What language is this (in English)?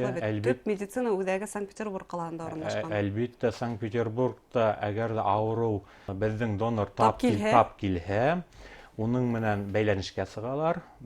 Bashkir